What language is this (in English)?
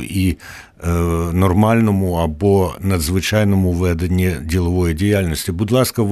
Ukrainian